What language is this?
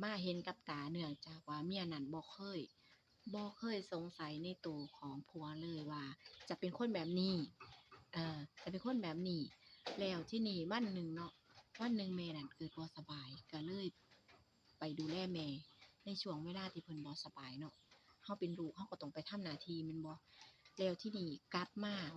Northeastern Thai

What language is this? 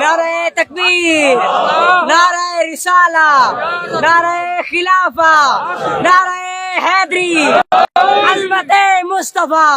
Saraiki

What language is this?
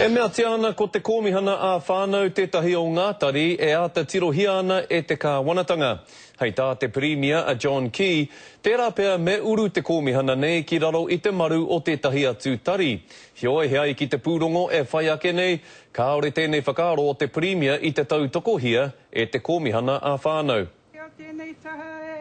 Māori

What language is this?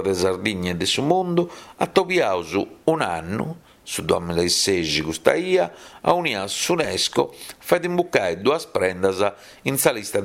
Sardinian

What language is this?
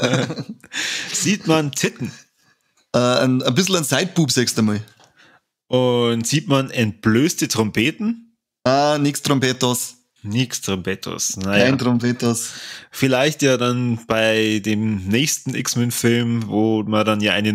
Bavarian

